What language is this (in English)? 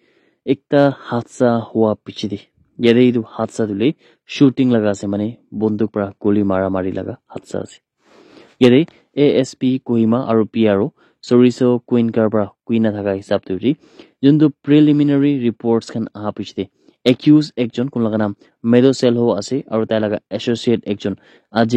Naga Pidgin